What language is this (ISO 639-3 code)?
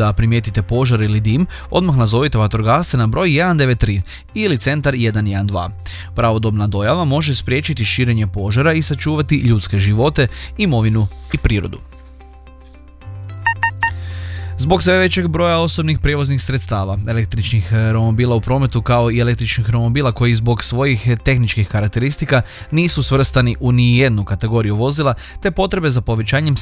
hrv